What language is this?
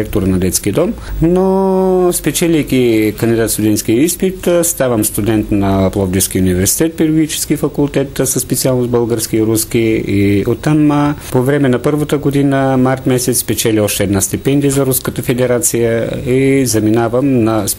Bulgarian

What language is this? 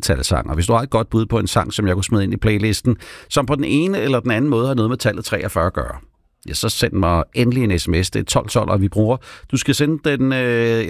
Danish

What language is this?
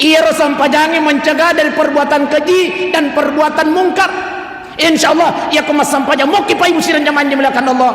Buginese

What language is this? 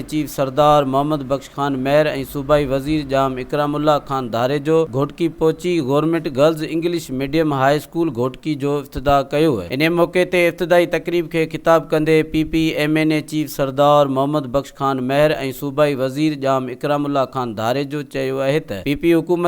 Sindhi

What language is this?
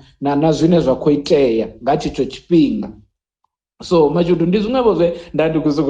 Venda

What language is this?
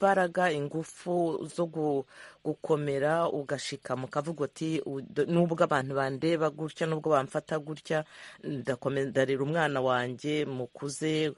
Kinyarwanda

